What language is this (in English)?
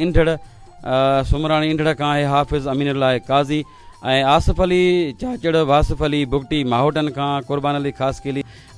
Sindhi